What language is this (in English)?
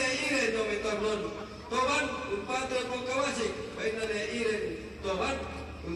Toraja-Sa'dan